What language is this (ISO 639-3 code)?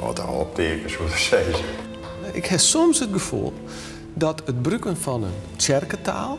fry